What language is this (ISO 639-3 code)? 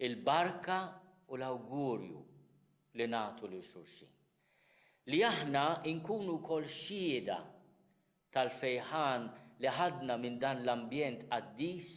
mlt